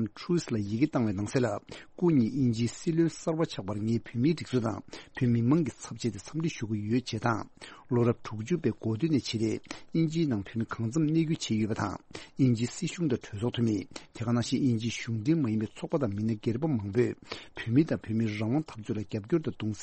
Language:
Tibetan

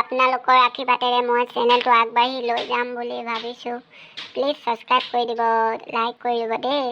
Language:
Assamese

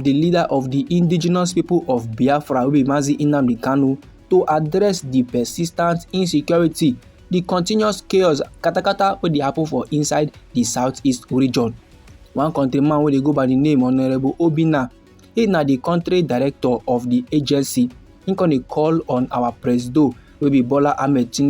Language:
Nigerian Pidgin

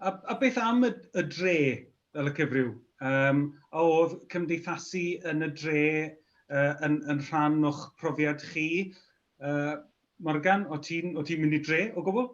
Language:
Welsh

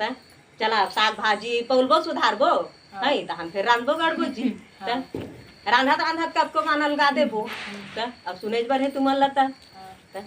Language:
Chhattisgarhi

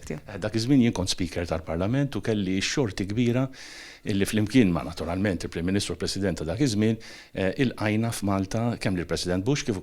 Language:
Maltese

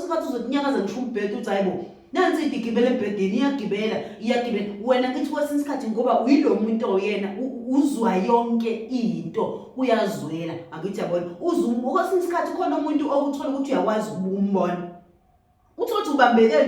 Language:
Zulu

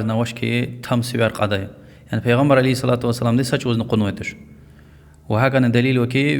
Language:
Lezghian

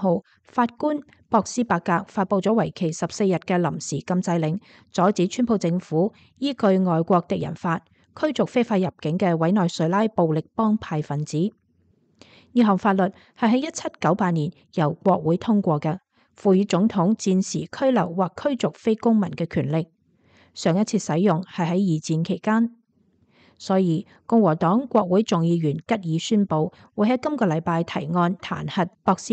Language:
Cantonese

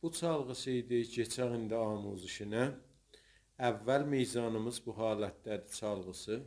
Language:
South Azerbaijani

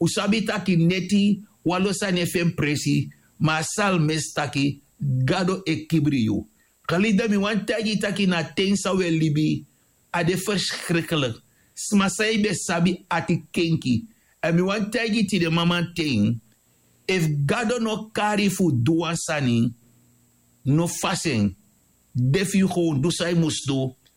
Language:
Sranan Tongo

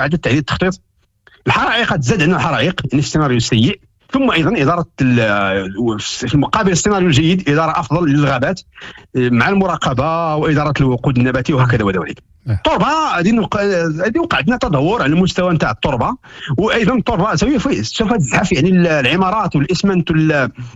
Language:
Moroccan Arabic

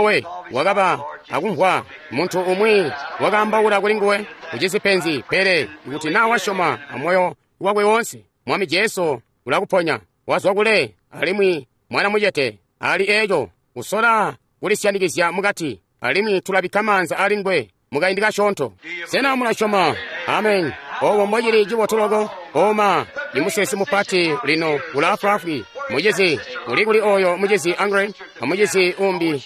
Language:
Tonga (Zambia)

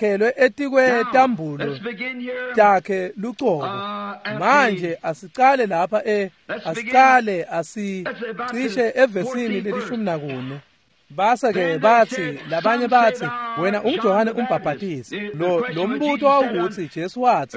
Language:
Swati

